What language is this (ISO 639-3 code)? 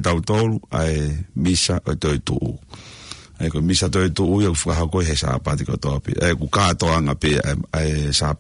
ton